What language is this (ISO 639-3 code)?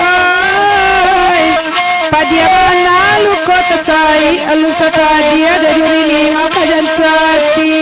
min